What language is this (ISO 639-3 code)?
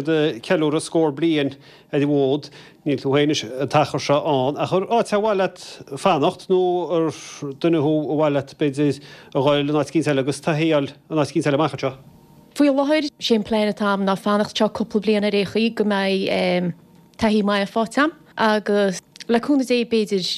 gle